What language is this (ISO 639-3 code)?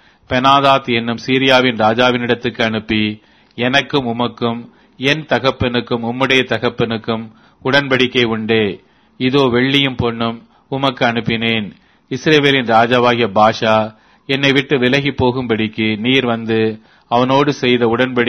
tam